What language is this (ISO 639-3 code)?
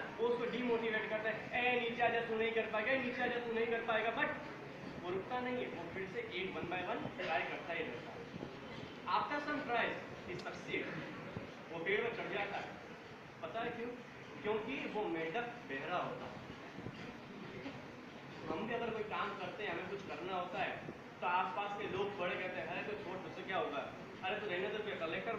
hin